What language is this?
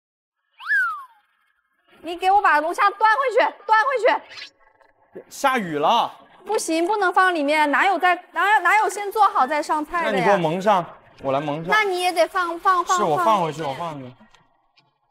Chinese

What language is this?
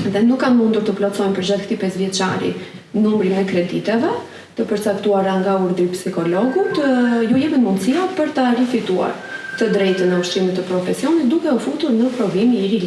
Albanian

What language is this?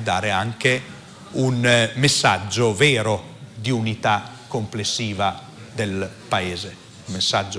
Italian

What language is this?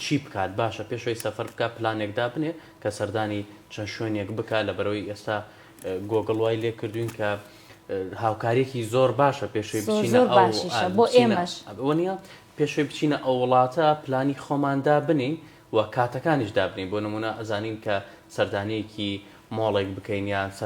Central Kurdish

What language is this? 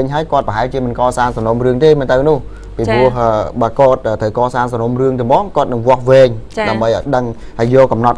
Khmer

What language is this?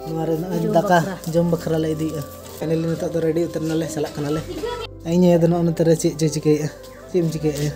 Santali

